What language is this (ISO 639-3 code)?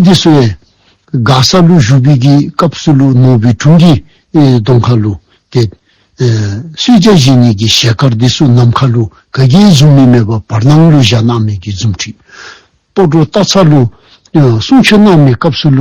dzo